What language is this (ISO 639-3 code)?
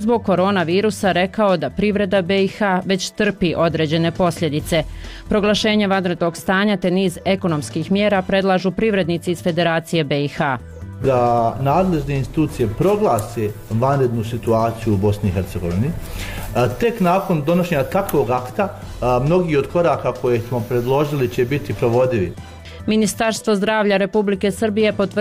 bos